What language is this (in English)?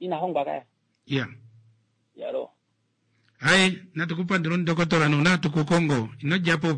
Kuanyama